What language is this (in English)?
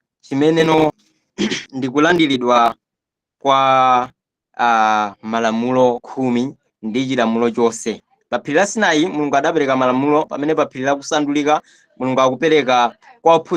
Nyanja